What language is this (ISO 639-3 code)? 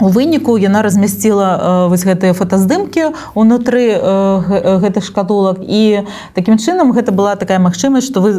bel